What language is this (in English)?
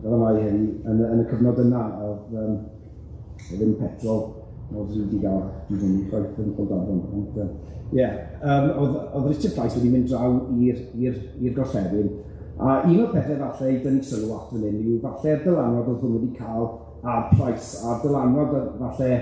Welsh